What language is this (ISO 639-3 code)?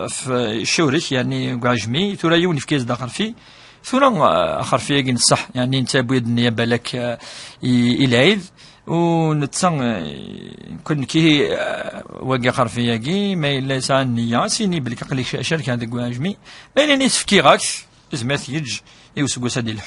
kab